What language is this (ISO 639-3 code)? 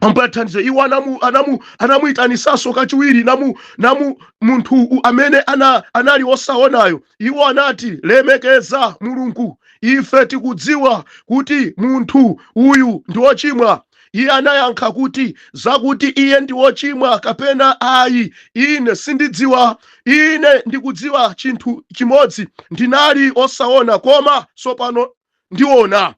nya